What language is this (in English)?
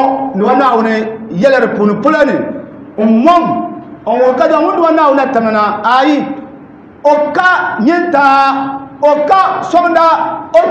Dagbani